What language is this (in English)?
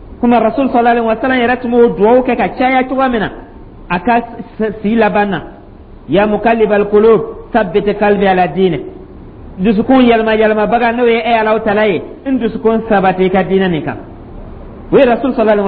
Dyula